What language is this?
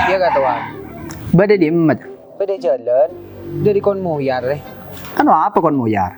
Madurese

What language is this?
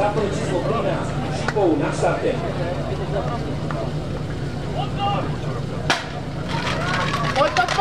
Czech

